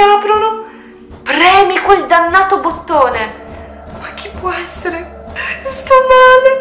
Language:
Italian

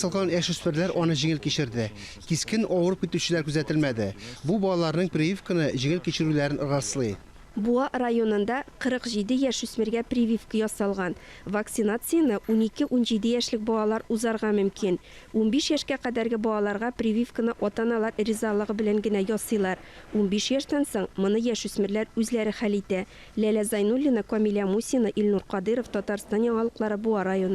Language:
Tatar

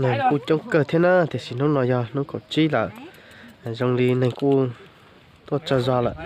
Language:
Hmong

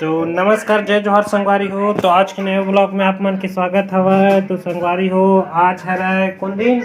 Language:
Chhattisgarhi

